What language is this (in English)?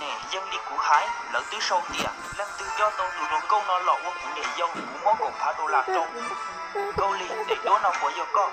Hmong